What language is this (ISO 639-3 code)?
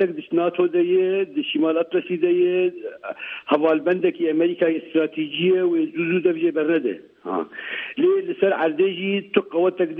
kur